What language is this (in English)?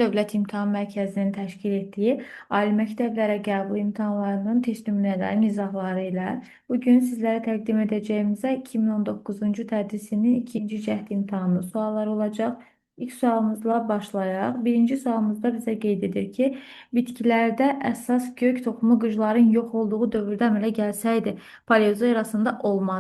Azerbaijani